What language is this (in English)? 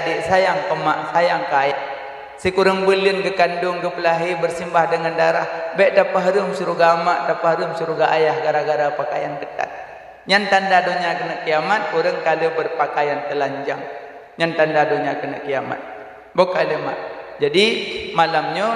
Achinese